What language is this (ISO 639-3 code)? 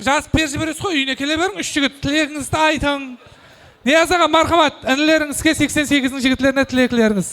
kaa